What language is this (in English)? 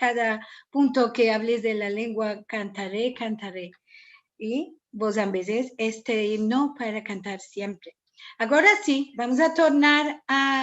Ladino